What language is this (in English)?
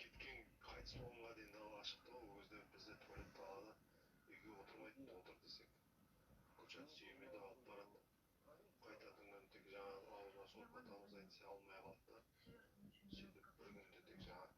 Kazakh